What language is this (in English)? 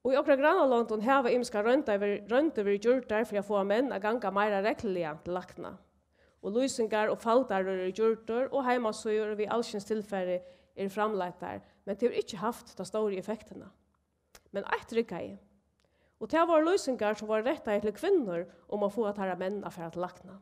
Faroese